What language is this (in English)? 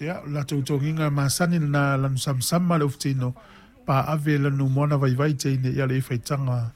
Samoan